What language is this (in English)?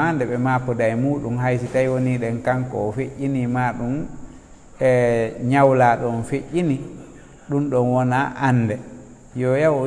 Fula